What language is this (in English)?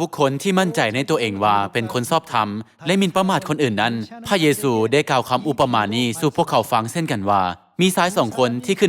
Lao